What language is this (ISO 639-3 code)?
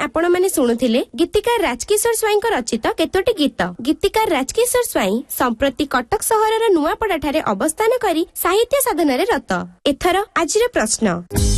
ori